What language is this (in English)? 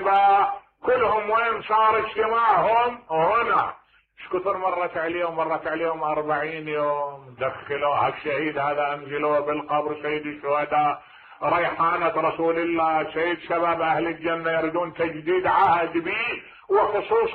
Mesopotamian Arabic